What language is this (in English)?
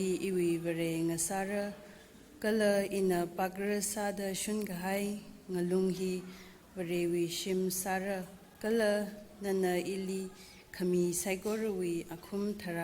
Tangkhul Naga (India)